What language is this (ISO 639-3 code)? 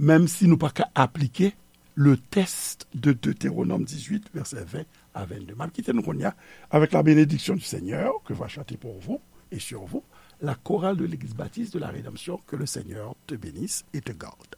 hat